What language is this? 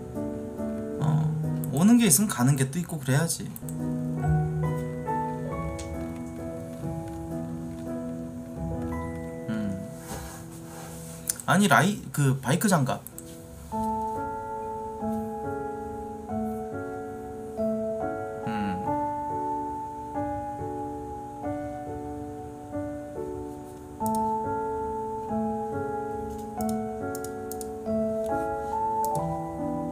Korean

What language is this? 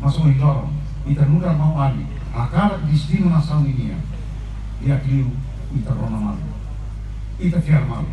Tetum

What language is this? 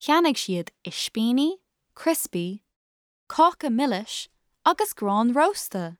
Irish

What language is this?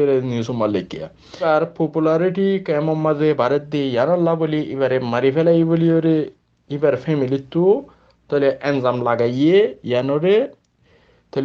Rohingya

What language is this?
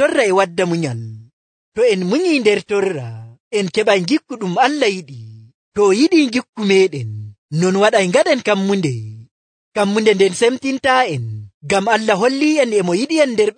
Nigerian Fulfulde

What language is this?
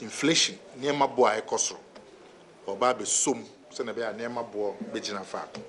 Akan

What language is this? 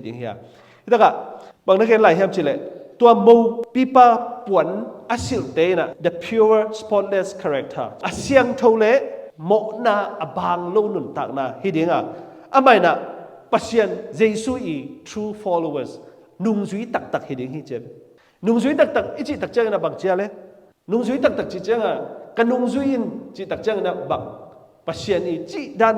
Tedim Chin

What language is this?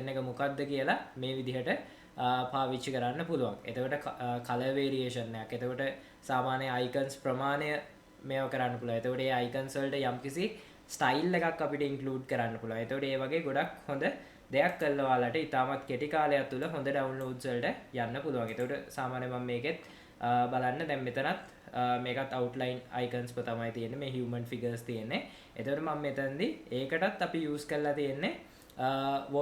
Sinhala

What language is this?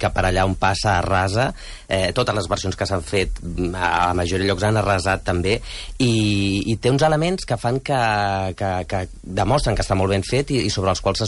Catalan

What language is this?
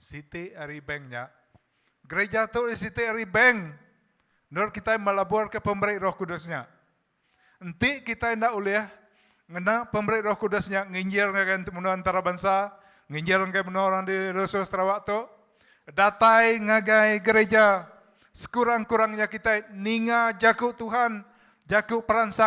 Iban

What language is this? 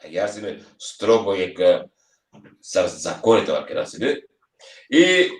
Balkan Romani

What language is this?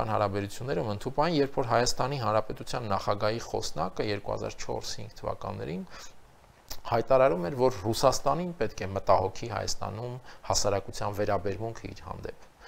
Armenian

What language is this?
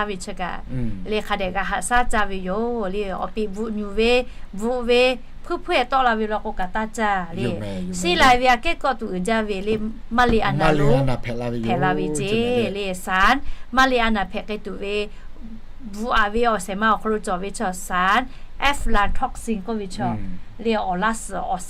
Lahu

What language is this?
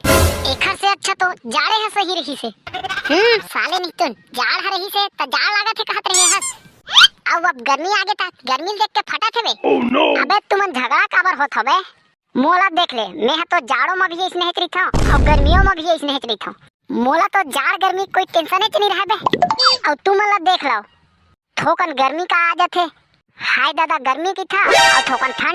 Chhattisgarhi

